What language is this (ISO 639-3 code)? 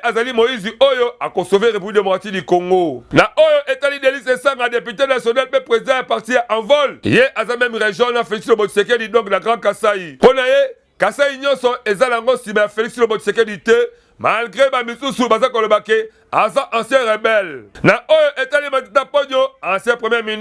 lin